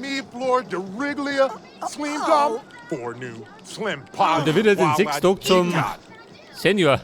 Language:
Bavarian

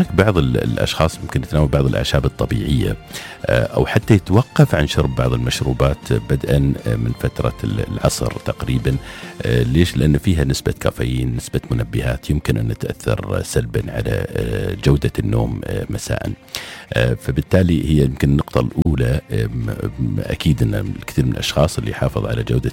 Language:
Najdi Arabic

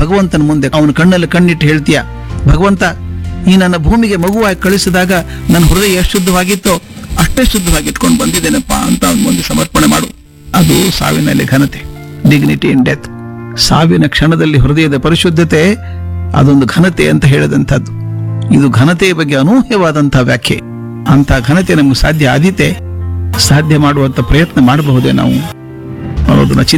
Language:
Kannada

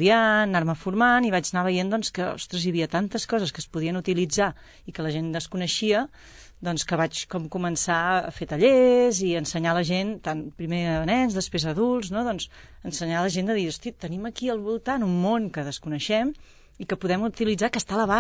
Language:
Catalan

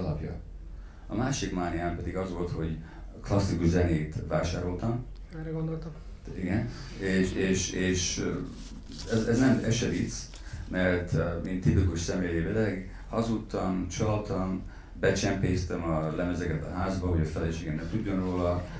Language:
Hungarian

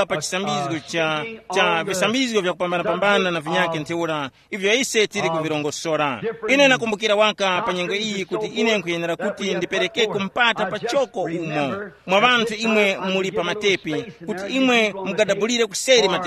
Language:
Tumbuka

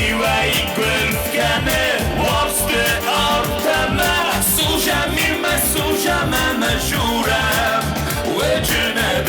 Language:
Ossetic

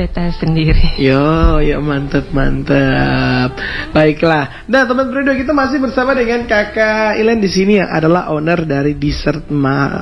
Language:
Indonesian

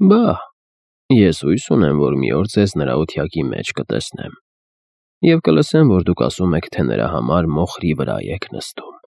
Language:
Armenian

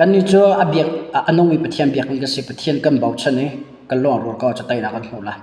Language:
Hakha Chin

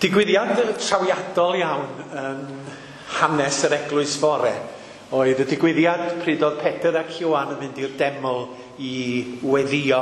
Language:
Welsh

